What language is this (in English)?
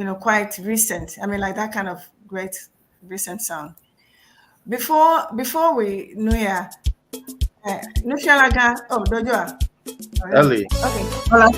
Ewe